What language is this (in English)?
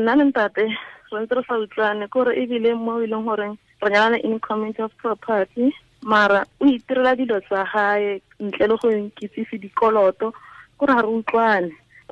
Tswana